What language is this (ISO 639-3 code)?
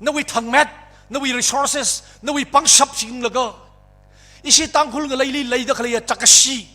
nmf